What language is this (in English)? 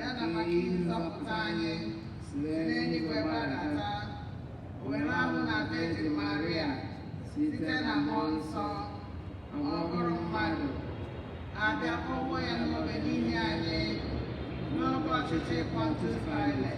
Igbo